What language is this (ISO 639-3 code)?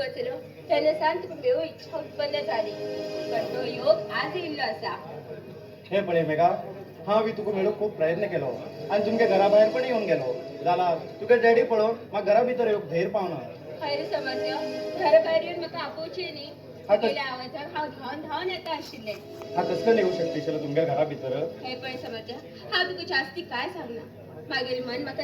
kok